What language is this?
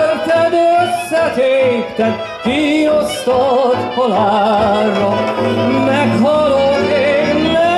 Hungarian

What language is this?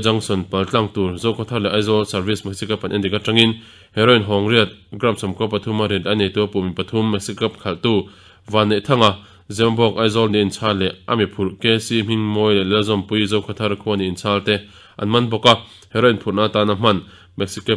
Mizo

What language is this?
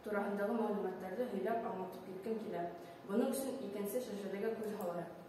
Bashkir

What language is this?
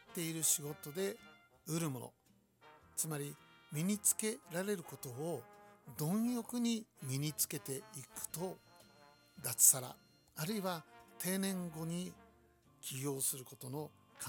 Japanese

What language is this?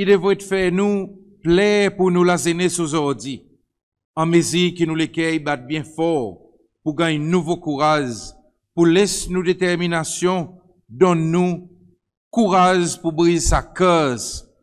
Seselwa Creole French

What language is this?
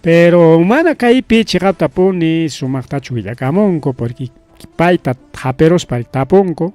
Ayacucho Quechua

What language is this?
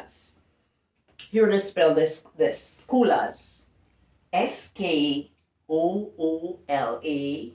Jamaican Creole English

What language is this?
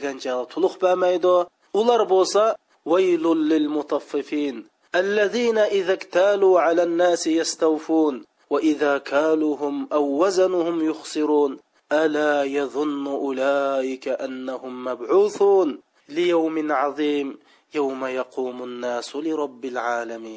Uyghur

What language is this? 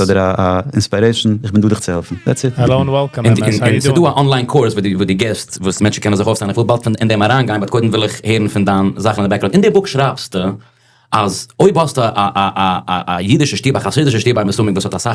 Yiddish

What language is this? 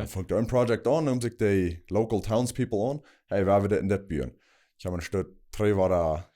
Plautdietsch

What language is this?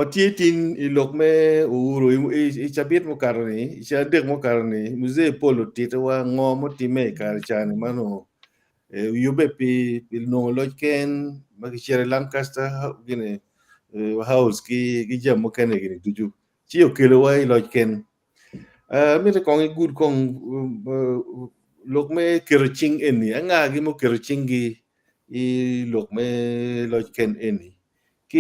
Acoli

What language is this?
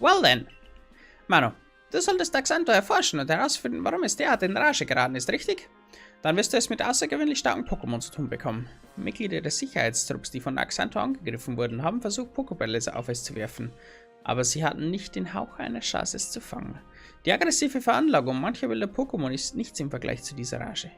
Bavarian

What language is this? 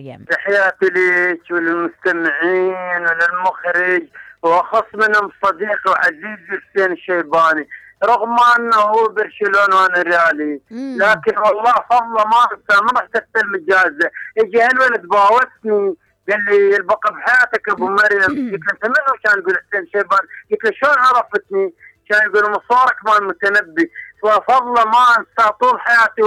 Mesopotamian Arabic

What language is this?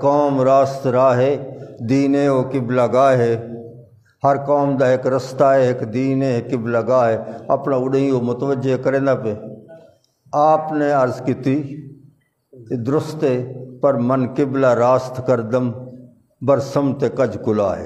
Saraiki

